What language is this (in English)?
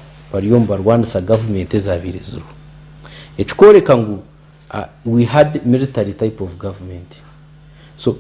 Nyankole